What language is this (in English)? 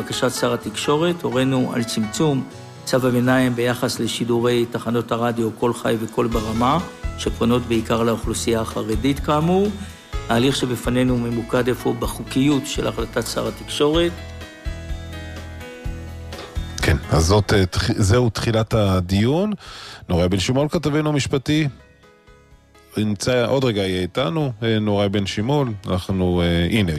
Hebrew